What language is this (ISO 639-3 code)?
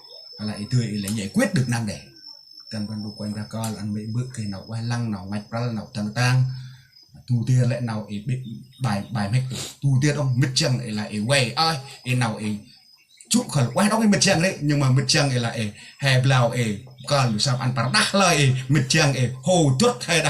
cmo